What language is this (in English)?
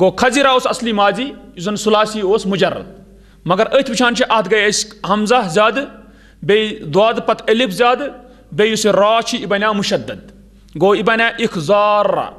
Kashmiri